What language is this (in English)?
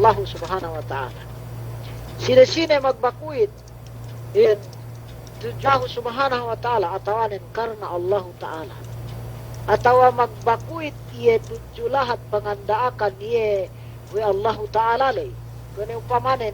Yakan